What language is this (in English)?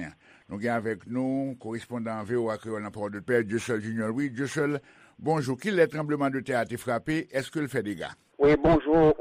Haitian Creole